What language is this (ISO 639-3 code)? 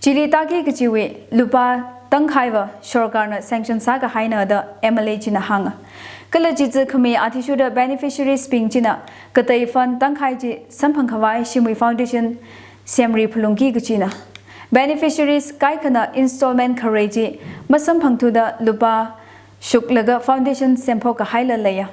nmf